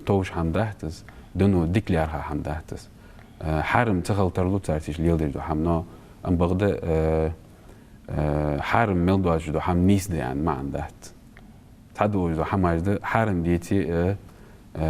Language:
Ingush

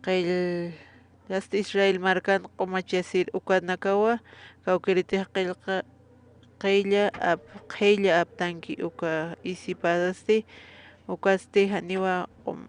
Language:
Aymara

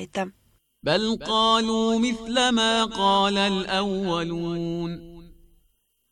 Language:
Bosnian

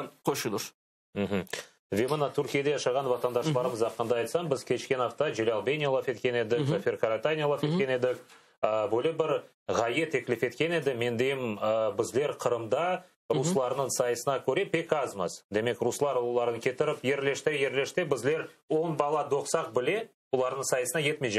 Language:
Crimean Tatar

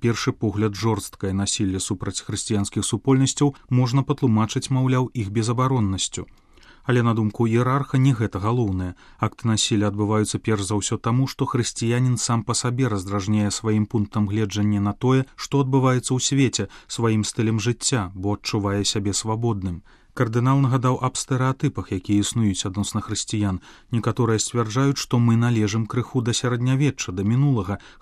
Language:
Belarusian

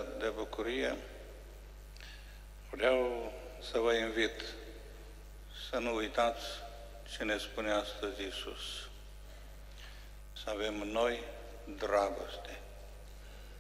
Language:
Romanian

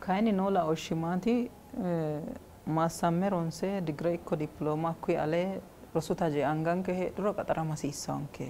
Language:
Sidamo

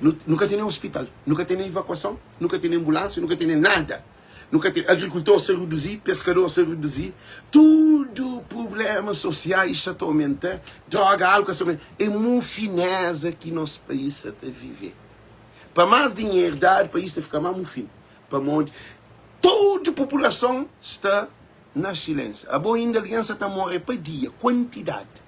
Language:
Kabuverdianu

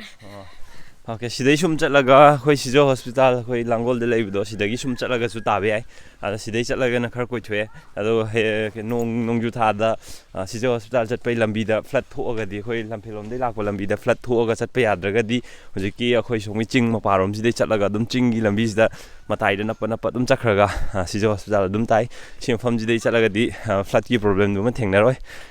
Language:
Manipuri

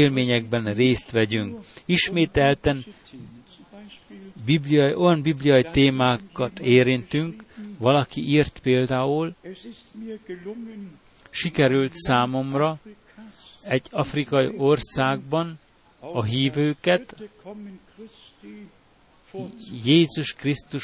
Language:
Hungarian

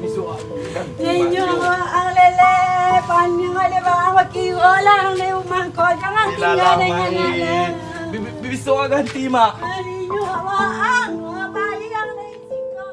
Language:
Minangkabau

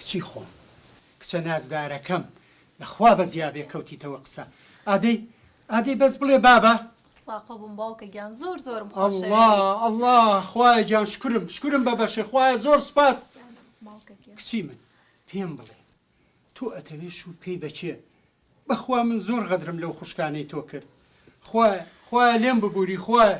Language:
Central Kurdish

